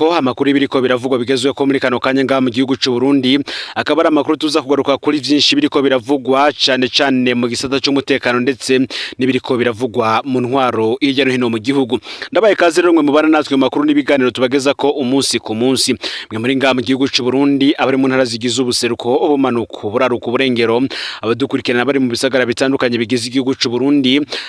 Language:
Rundi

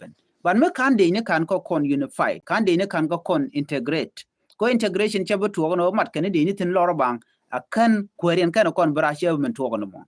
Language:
Nuer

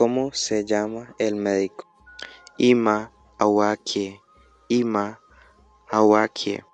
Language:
Bribri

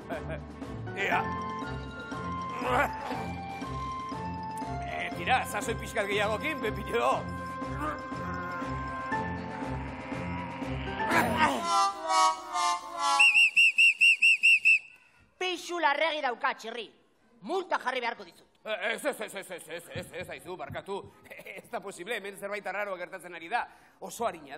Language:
Basque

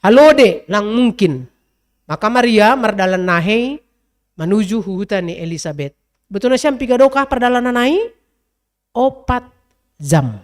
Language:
Batak Simalungun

